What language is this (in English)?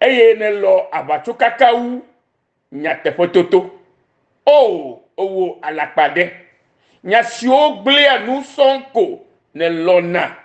Ewe